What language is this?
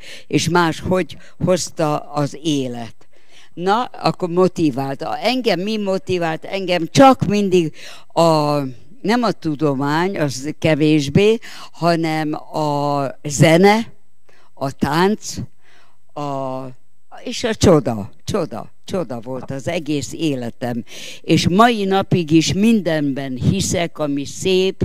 Hungarian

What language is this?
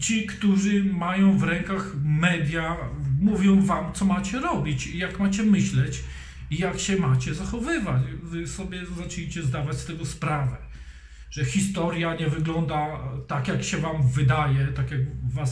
Polish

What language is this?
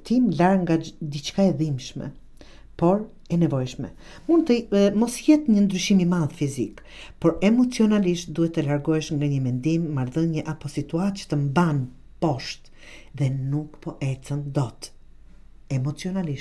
Albanian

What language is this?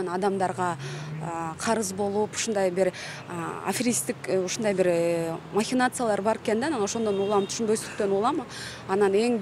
Kyrgyz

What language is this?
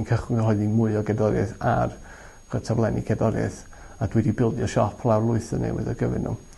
Welsh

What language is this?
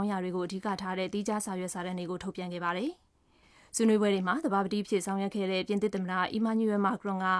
Burmese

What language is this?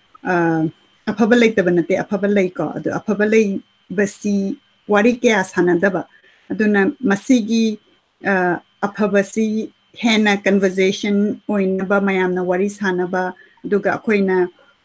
Manipuri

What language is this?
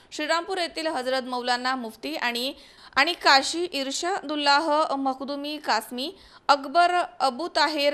Marathi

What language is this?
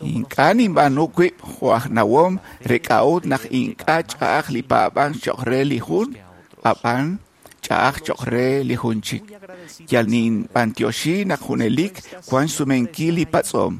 Kekchí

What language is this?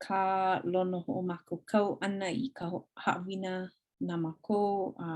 Hawaiian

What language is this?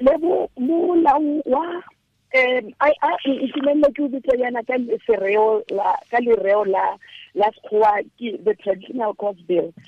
Tswana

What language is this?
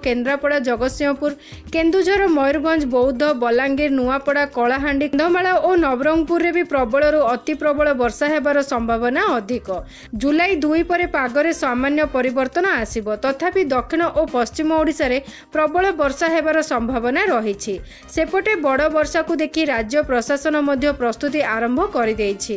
Odia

